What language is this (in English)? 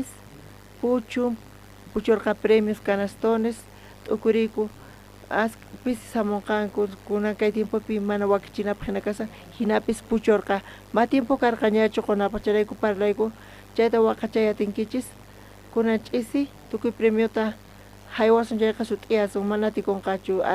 South Bolivian Quechua